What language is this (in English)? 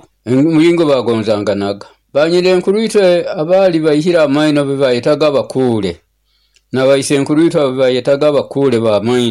Nyoro